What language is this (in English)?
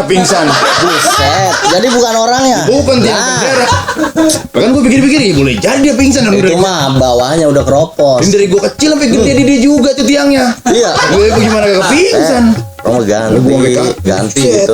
Betawi